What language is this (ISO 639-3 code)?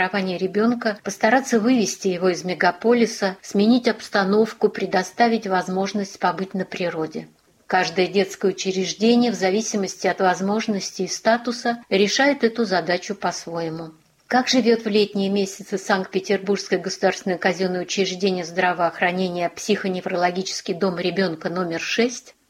rus